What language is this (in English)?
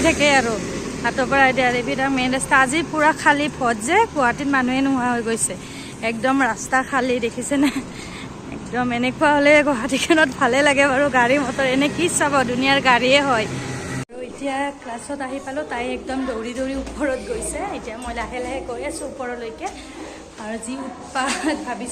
Assamese